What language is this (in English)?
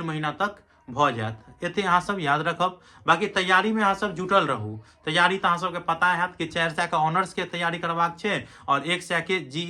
Maithili